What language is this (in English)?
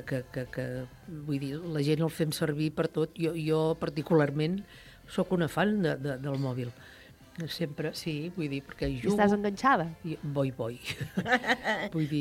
Catalan